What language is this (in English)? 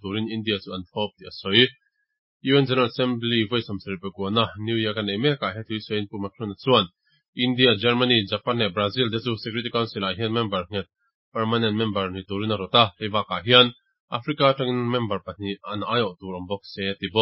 Mizo